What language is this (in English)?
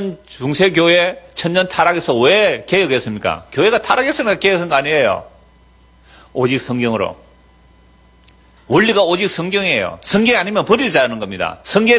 Korean